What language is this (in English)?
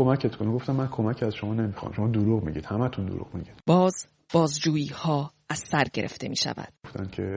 Persian